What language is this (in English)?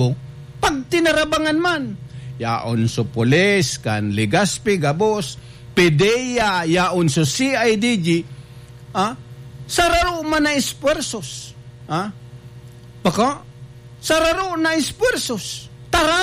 Bikol